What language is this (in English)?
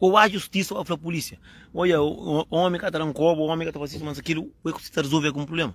Kabuverdianu